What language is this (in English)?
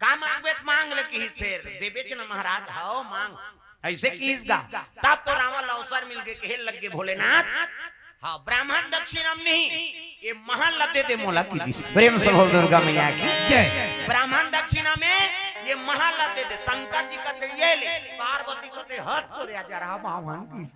Chhattisgarhi